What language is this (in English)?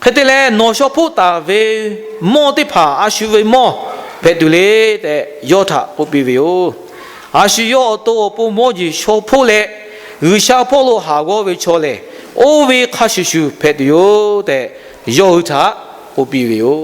Lahu